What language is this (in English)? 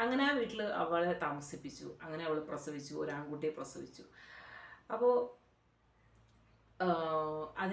Malayalam